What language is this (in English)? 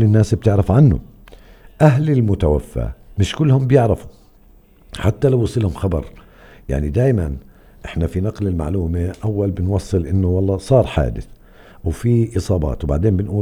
North Levantine Arabic